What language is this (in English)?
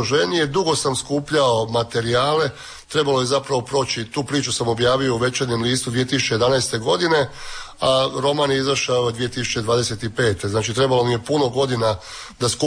Croatian